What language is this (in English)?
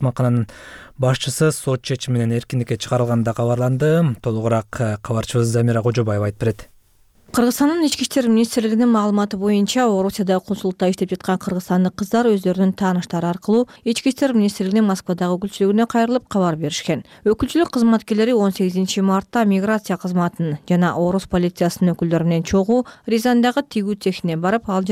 Kyrgyz